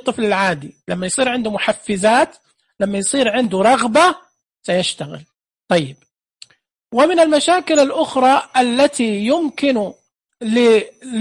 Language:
Najdi Arabic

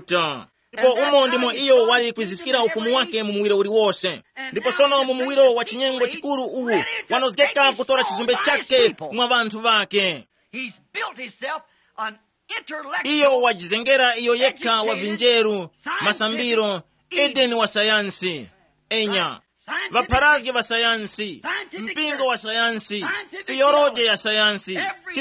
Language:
Tumbuka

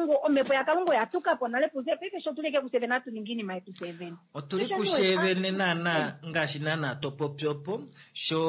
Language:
Kuanyama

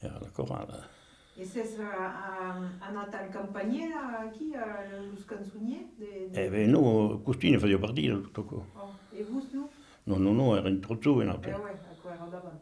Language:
Occitan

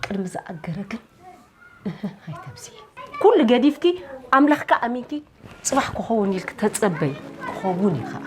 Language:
Tigrinya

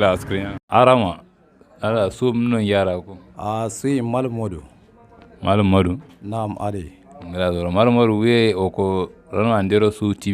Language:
Hausa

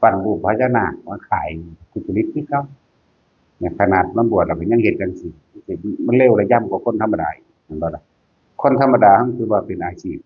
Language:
Northeastern Thai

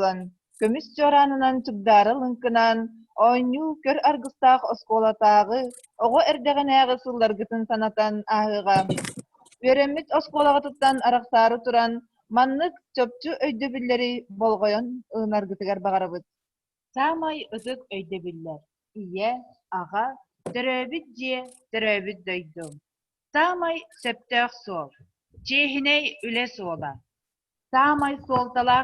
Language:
Yakut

